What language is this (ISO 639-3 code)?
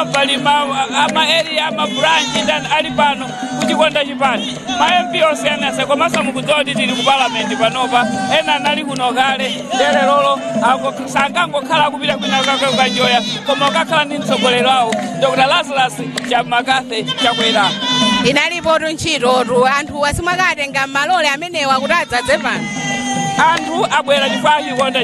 nya